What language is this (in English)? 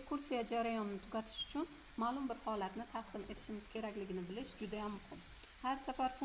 Uzbek